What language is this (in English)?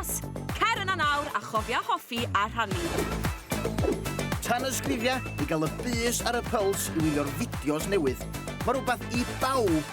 Welsh